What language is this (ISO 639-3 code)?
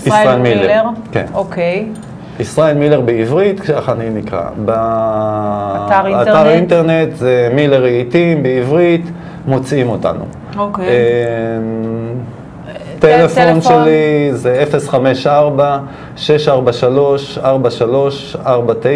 heb